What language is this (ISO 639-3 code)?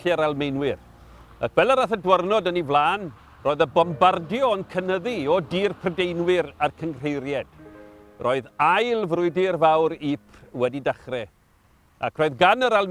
cym